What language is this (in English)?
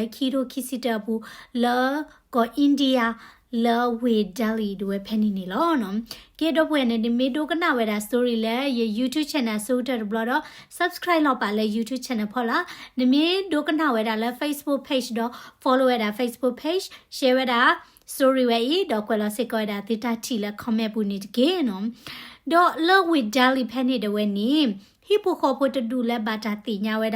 S'gaw Karen